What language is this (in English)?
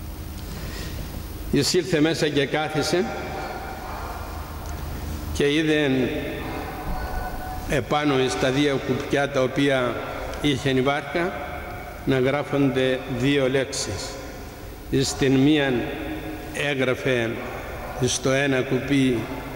Greek